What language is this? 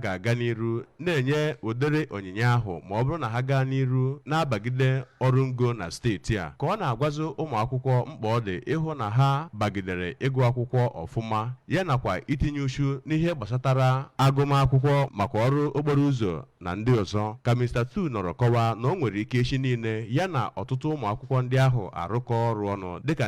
Igbo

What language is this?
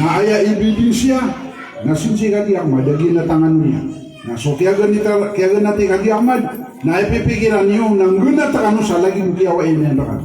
Maranao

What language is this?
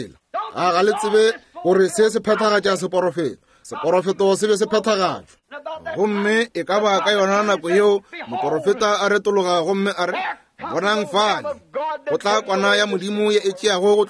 Northern Sotho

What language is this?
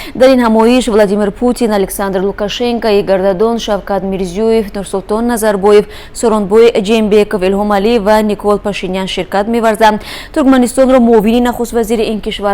Tajik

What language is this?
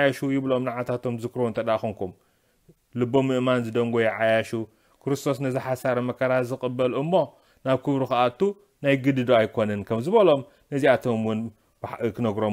Tigrinya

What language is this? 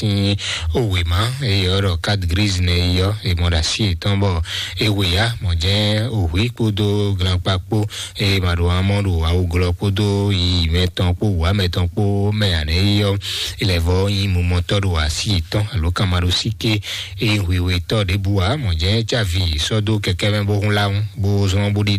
Fon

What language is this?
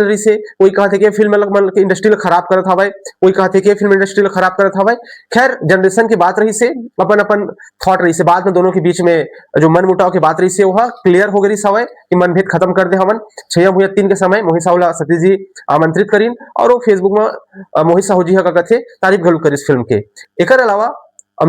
Chhattisgarhi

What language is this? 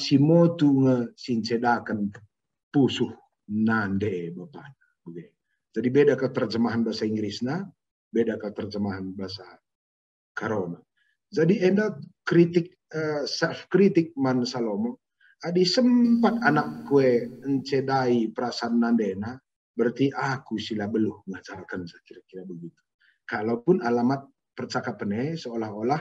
Batak Karo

